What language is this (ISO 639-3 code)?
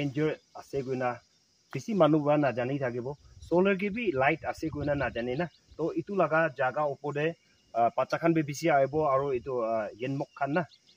nag